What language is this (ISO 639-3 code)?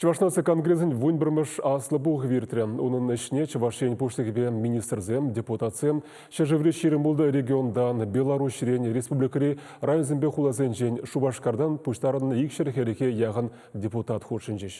chv